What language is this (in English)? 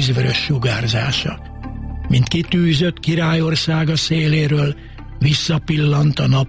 Hungarian